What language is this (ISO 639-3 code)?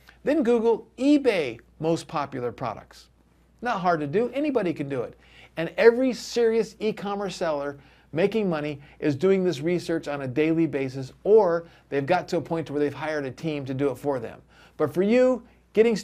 eng